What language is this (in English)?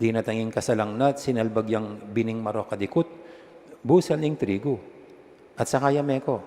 Pampanga